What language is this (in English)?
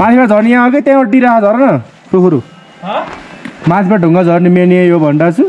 Nepali